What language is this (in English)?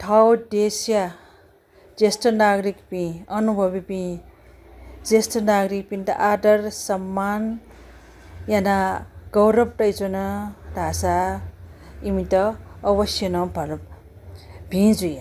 Newari